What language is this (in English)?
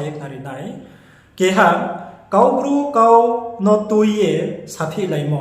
Riang (India)